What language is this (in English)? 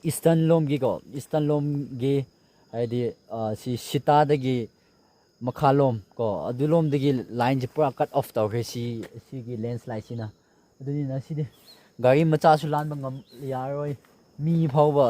Manipuri